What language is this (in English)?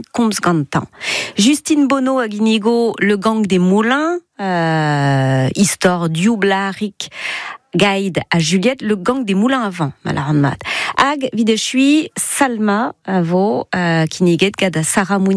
Breton